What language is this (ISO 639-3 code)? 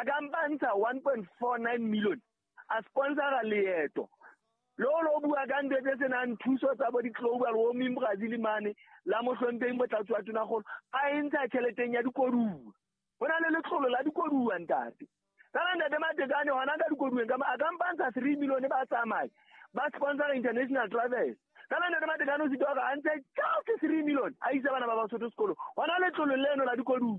sot